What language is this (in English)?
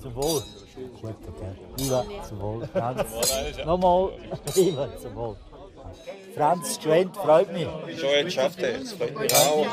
Romansh